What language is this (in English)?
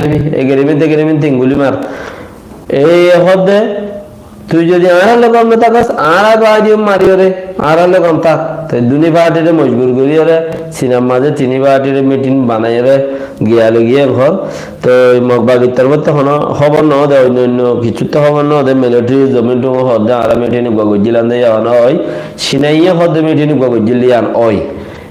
Rohingya